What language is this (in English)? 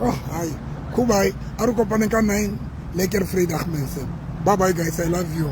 Southern Sotho